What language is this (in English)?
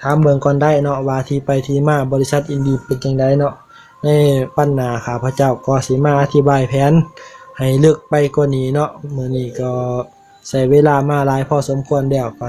Lao